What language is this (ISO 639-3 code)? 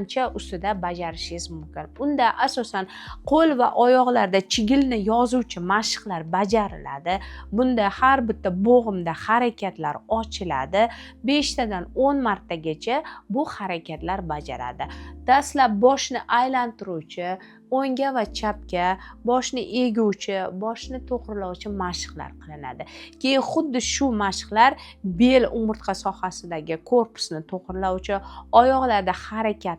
uzb